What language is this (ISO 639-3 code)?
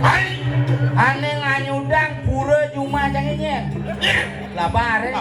ban